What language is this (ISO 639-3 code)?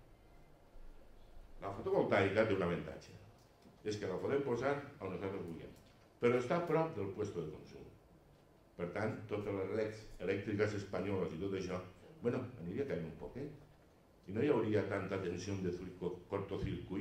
cat